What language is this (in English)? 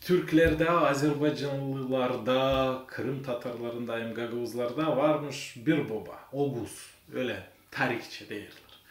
Gagauz